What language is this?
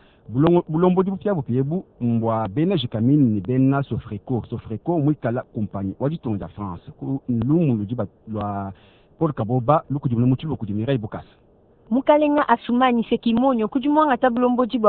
Luba-Lulua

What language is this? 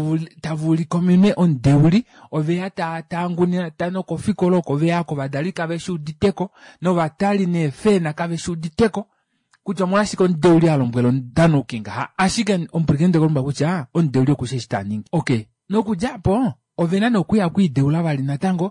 Kuanyama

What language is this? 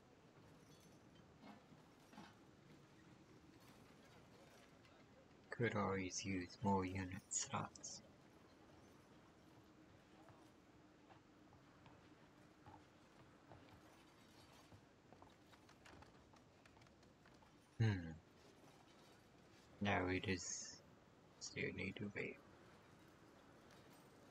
English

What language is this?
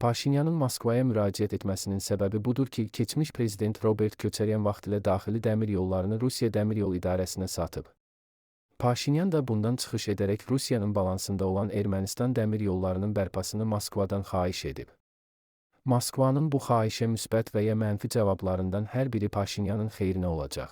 Azerbaijani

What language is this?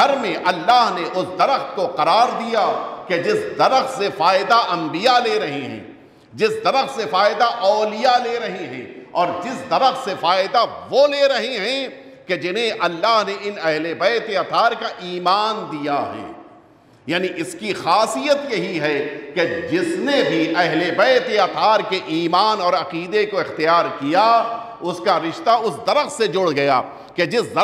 Urdu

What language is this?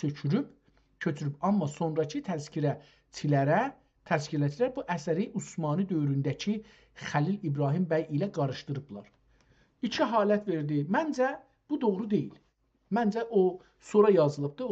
South Azerbaijani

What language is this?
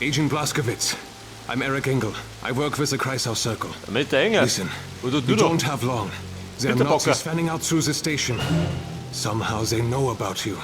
Bavarian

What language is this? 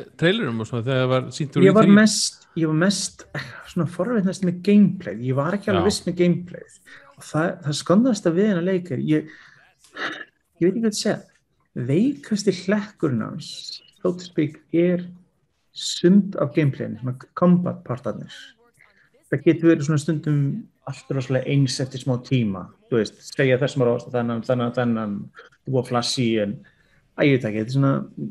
Icelandic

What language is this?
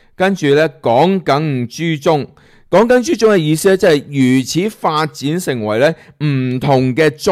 Cantonese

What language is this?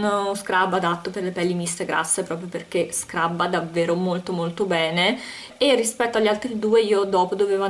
Italian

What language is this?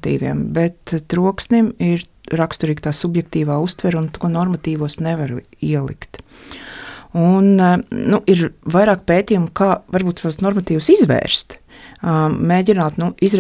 Latvian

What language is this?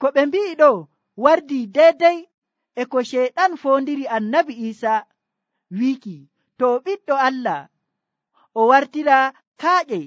Nigerian Fulfulde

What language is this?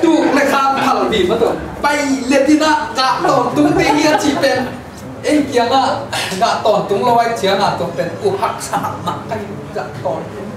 Tedim Chin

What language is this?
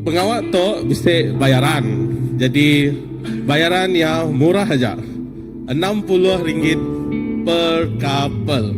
Iban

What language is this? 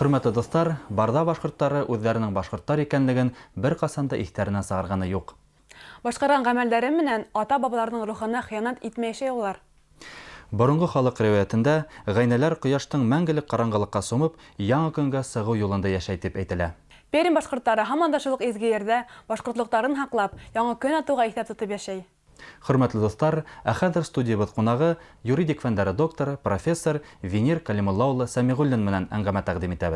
Bashkir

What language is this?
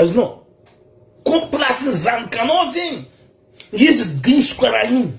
Malagasy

